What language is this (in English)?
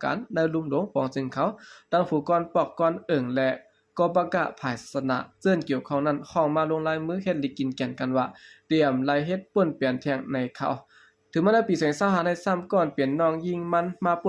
Shan